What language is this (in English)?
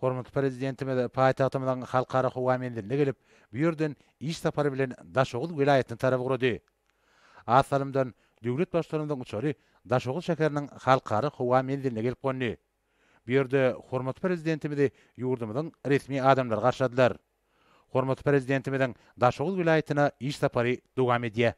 Turkmen